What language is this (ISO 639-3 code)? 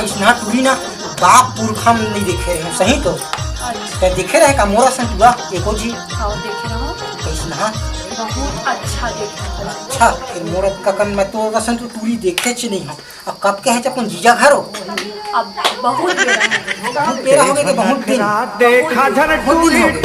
hne